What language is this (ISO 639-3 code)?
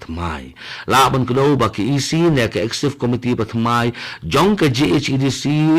kha